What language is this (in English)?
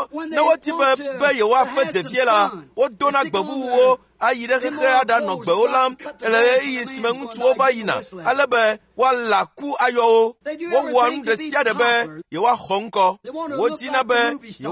Ewe